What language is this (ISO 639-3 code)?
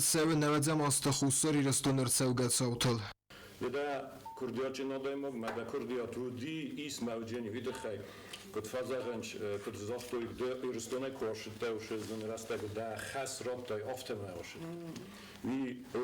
oss